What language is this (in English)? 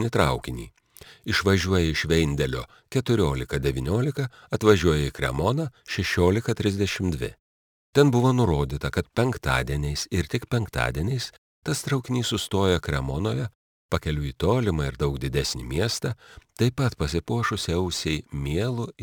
Lithuanian